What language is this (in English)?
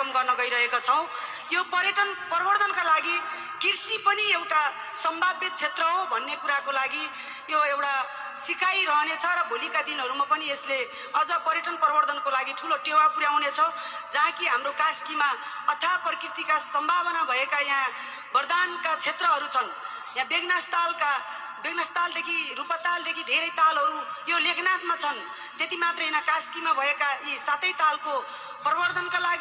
Nepali